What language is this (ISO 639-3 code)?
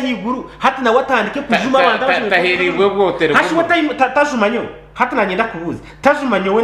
nyn